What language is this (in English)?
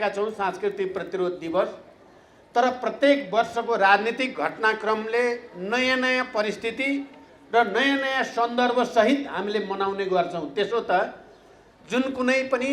Nepali